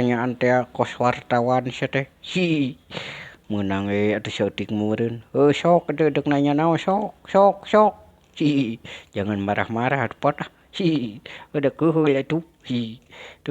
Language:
Sundanese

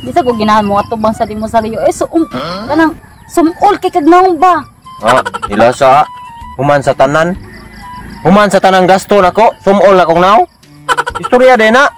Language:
Cebuano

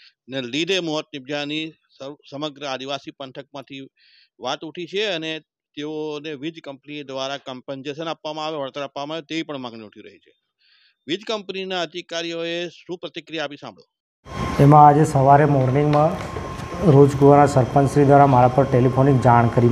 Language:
Gujarati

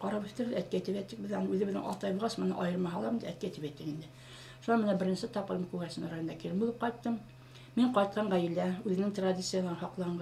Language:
Bashkir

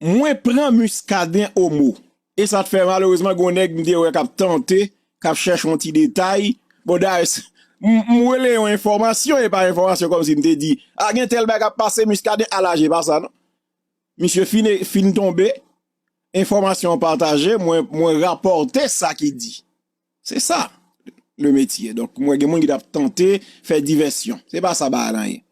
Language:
Haitian Creole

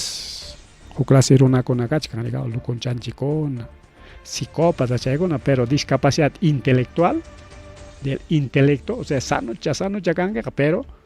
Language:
Ayacucho Quechua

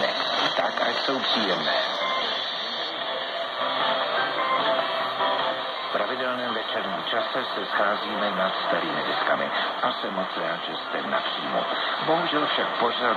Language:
Czech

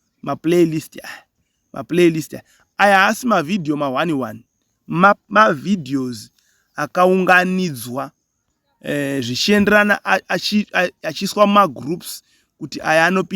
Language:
Shona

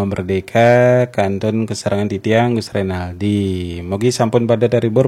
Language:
Balinese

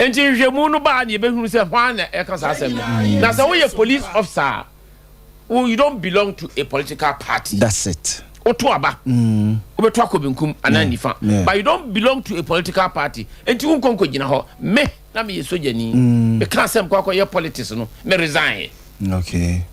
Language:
Akan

